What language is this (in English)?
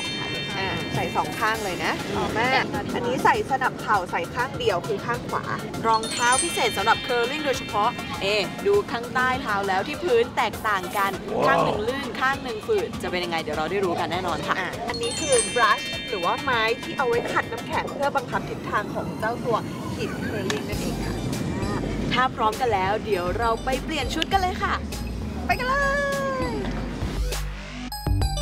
Thai